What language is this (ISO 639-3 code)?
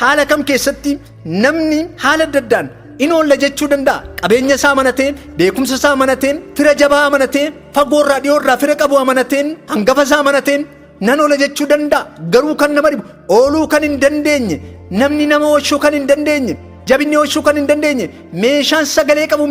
orm